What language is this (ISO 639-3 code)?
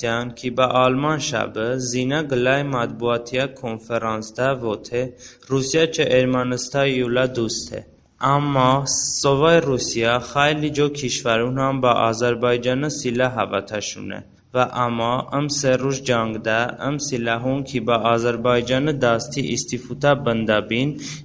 tly